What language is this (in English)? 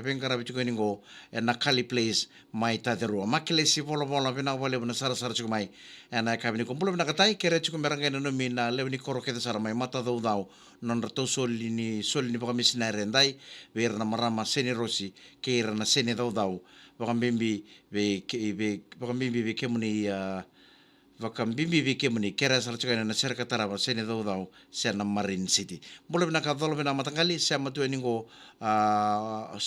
Fijian